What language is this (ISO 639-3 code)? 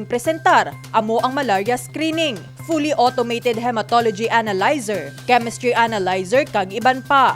hil